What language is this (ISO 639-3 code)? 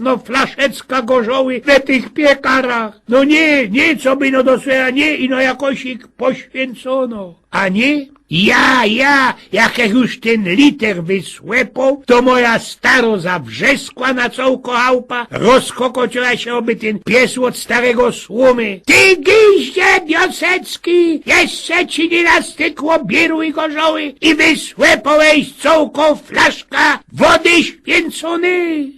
szl